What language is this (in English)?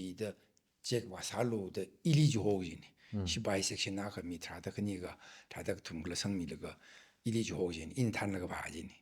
Tangkhul Naga (India)